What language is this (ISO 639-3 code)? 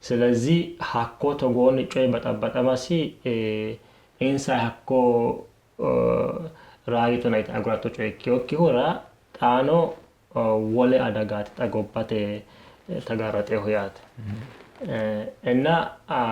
sid